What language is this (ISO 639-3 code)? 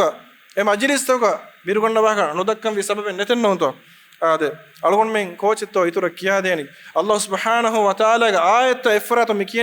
div